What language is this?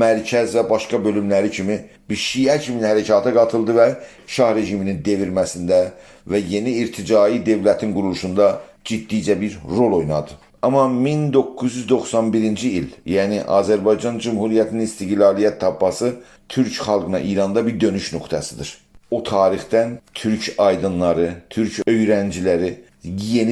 South Azerbaijani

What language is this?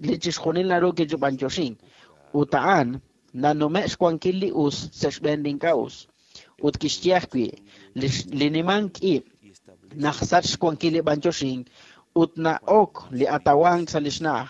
Kekchí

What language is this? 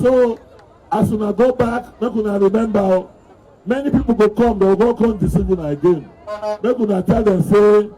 Nigerian Pidgin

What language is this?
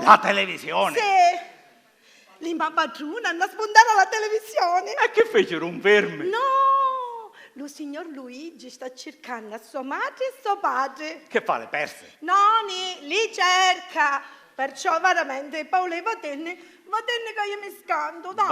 Sicilian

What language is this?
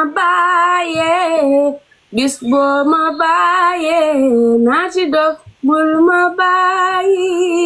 Wolof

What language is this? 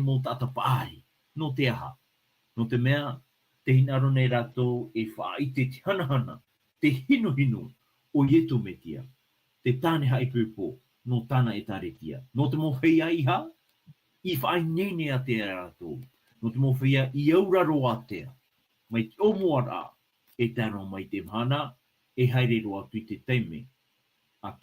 Tahitian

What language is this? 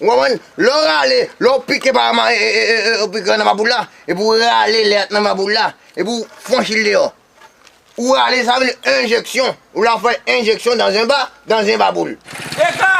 Haitian Creole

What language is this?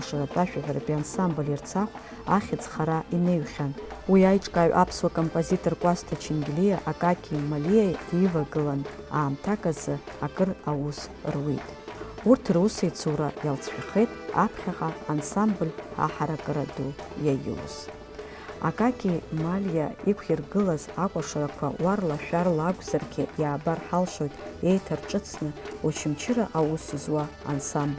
Abkhazian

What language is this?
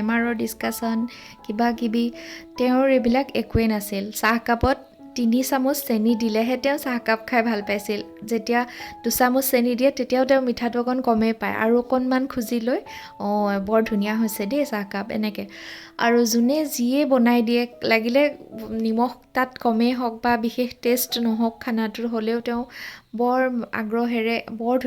Assamese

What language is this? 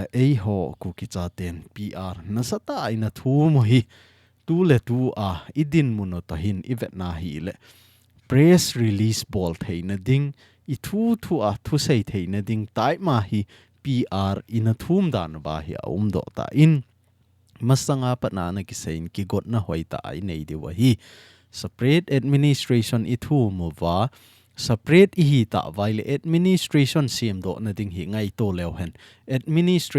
Thado Chin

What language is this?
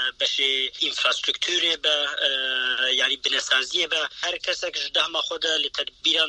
Kurdish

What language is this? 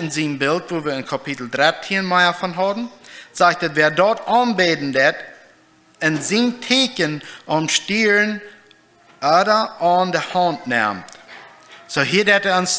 Plautdietsch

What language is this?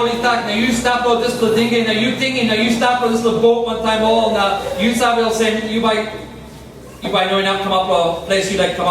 Tok Pisin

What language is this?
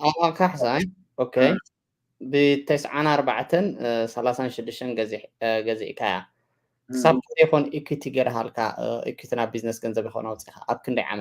Tigrinya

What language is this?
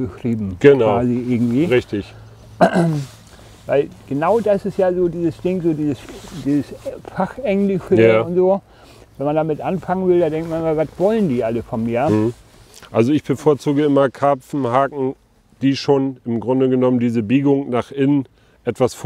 German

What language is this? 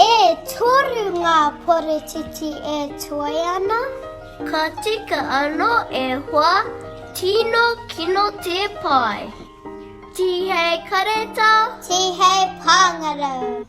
Māori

